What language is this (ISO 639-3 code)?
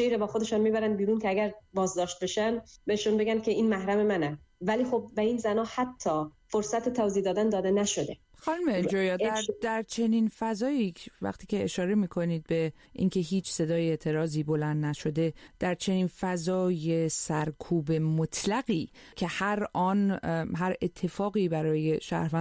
fas